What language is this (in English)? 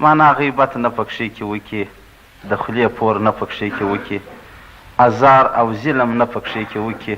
Pashto